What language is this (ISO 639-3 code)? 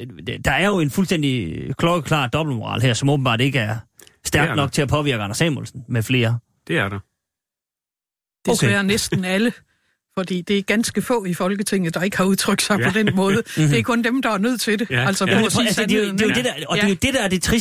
dan